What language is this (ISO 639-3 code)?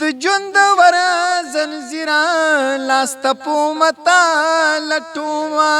pus